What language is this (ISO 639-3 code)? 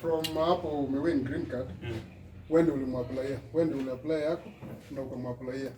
guz